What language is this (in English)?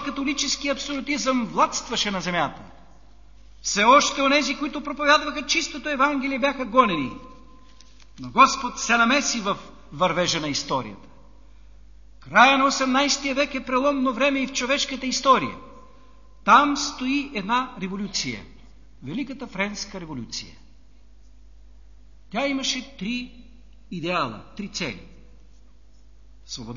Bulgarian